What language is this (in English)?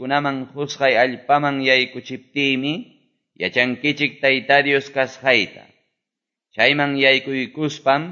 Quechua